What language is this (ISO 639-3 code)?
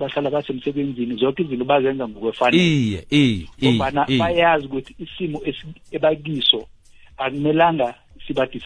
nbl